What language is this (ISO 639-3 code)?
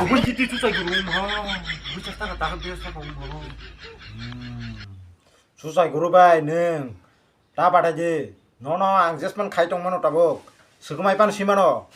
trp